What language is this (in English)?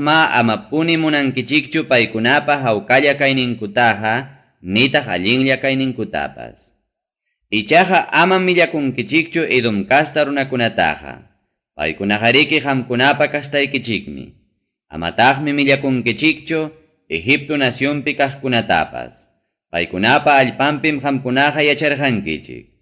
Ayacucho Quechua